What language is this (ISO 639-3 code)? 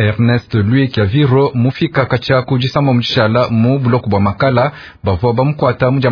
lua